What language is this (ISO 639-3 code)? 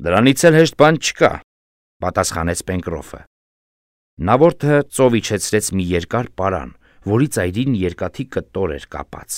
hye